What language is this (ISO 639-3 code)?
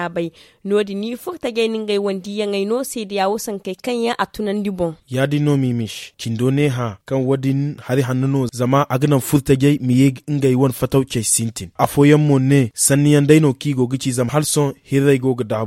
dje